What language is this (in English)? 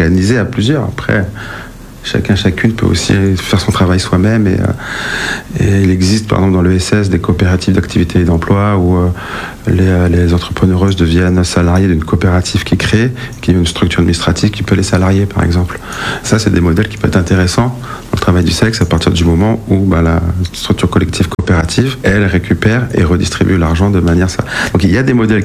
French